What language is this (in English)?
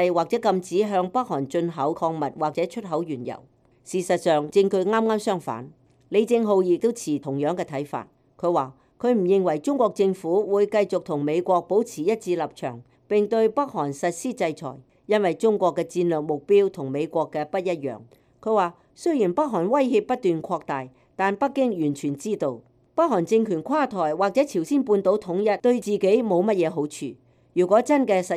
Cantonese